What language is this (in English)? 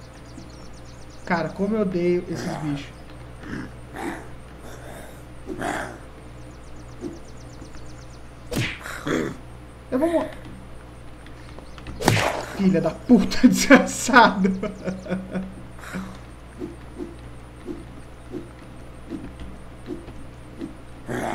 Portuguese